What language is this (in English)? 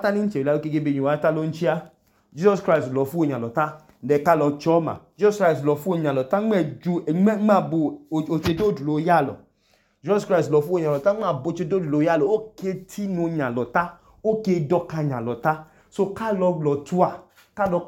Idoma